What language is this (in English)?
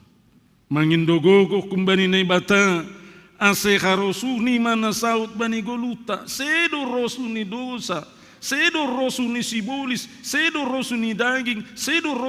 Batak Simalungun